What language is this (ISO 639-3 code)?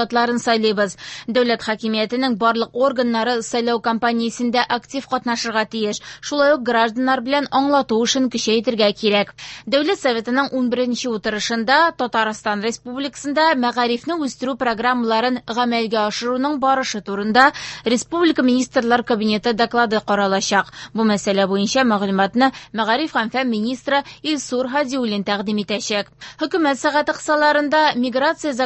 tat